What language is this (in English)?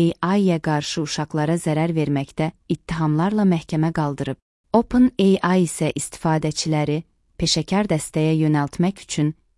Azerbaijani